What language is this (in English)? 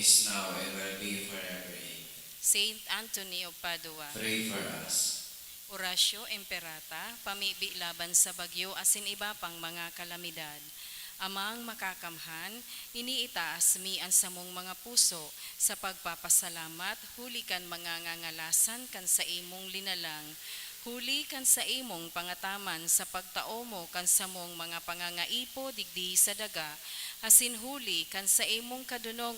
Bikol